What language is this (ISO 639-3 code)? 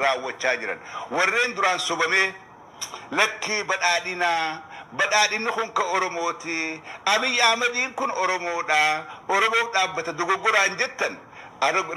orm